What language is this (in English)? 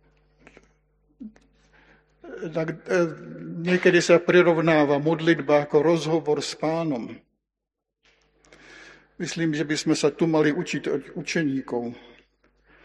Slovak